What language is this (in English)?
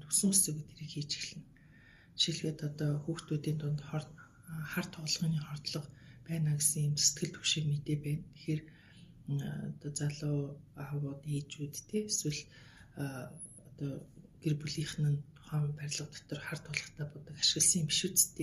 Mongolian